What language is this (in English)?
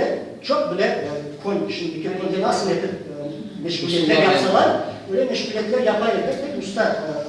Crimean Tatar